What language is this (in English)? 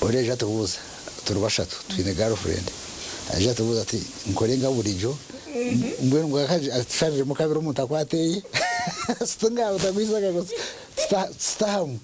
Nyankole